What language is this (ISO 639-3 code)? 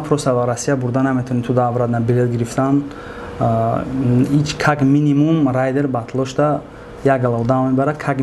tgk